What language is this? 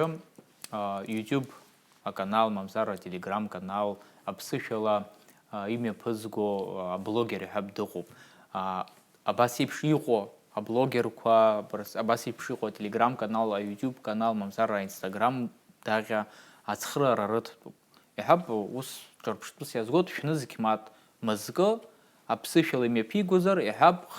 Abkhazian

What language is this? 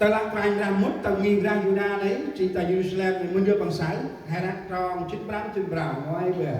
Central Mnong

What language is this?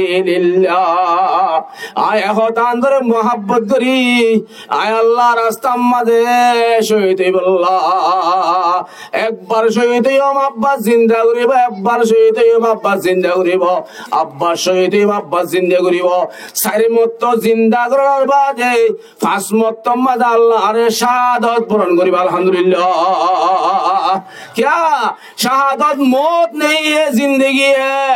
Rohingya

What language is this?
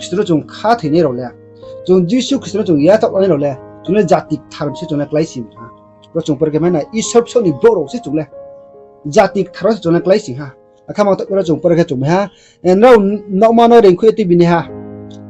Riang (India)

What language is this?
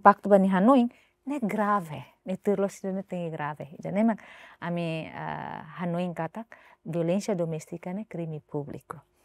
Tetum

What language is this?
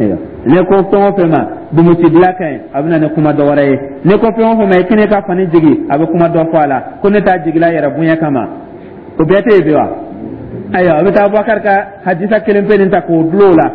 Dyula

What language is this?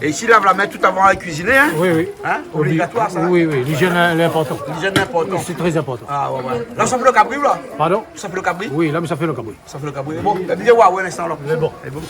Réunion Creole French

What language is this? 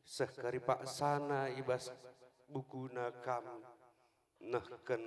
Batak Karo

